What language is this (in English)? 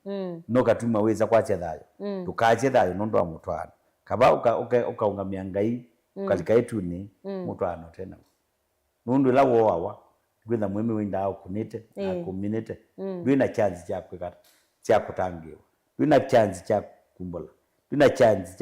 Kamba